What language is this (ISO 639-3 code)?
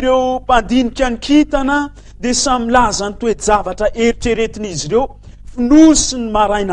mlg